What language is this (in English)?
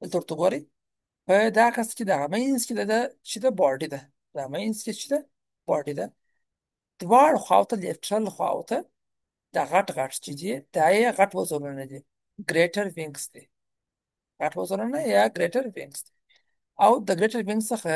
Pashto